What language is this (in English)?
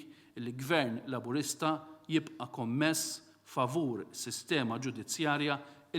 Maltese